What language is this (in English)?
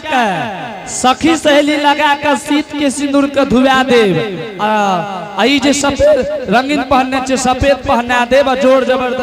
Angika